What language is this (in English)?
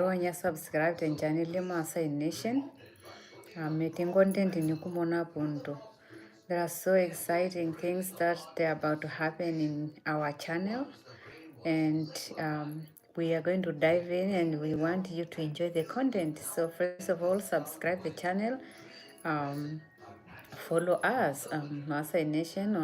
Masai